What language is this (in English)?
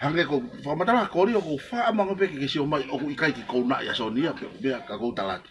Tongan